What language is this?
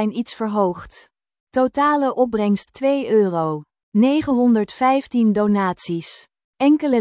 Dutch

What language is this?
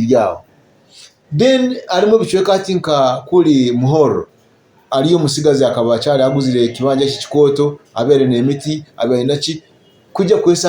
Nyoro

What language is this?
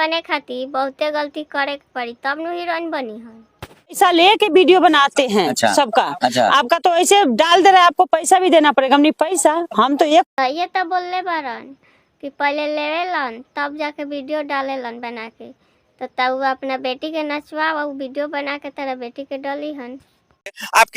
Bhojpuri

